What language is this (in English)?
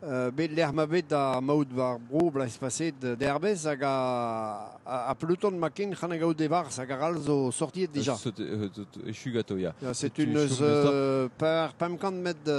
Breton